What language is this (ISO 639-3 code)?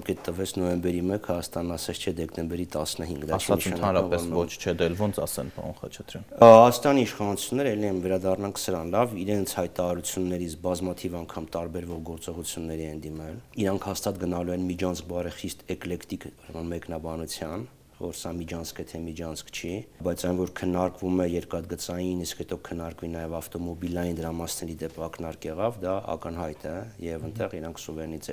hye